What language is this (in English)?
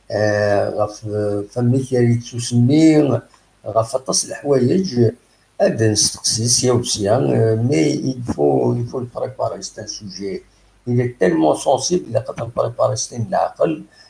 Kabyle